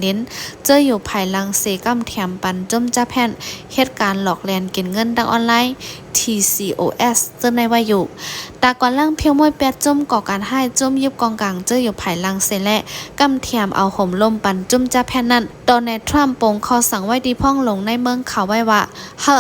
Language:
Shan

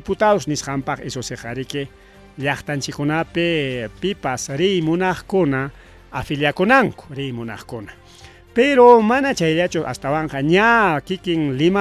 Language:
Ayacucho Quechua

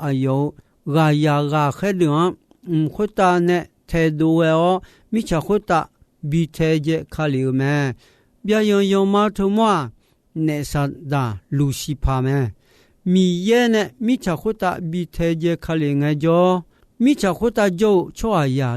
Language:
Akha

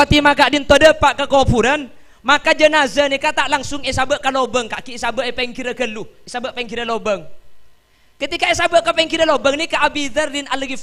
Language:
Madurese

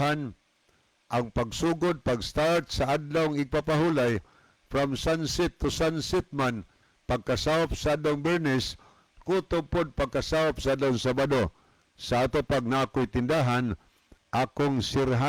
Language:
Cebuano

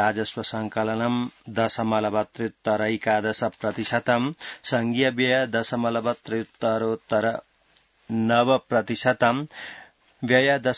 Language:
Sanskrit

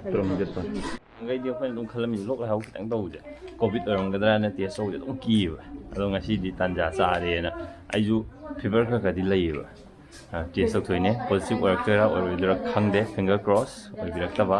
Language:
Manipuri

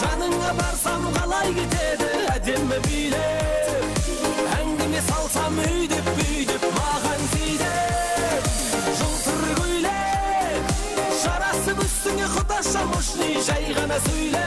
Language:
Kara-Kalpak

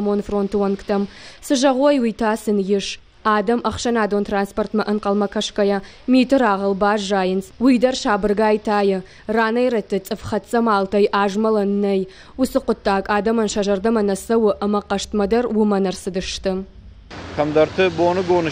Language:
Ossetic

